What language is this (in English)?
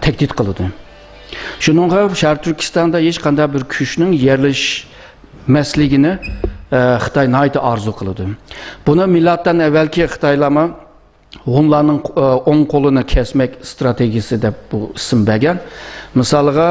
Uyghur